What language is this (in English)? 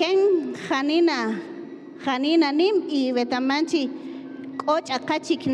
Kaqchikel